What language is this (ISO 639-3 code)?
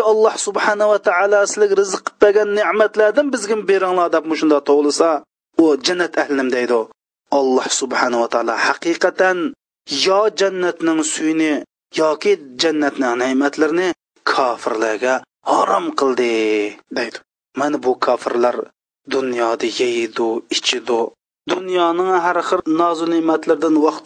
uig